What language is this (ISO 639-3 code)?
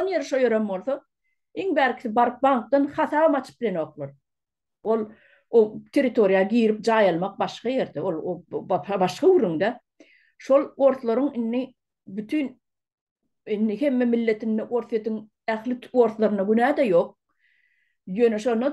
tuk